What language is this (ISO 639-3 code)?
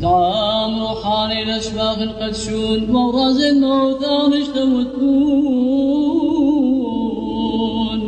syc